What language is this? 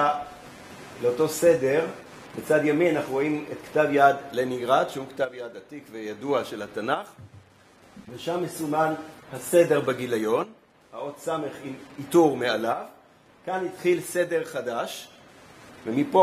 Hebrew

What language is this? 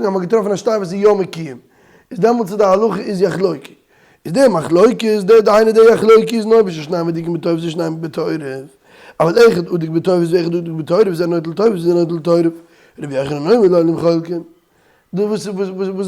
Yiddish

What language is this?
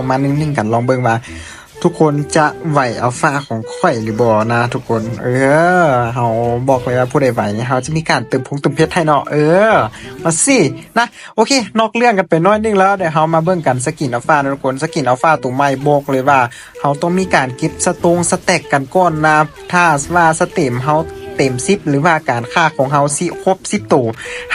Lao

